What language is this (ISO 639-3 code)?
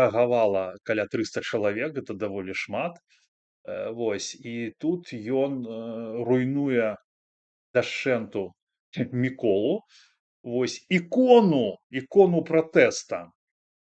bel